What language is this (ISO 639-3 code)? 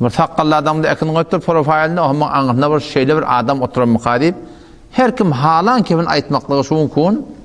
tuk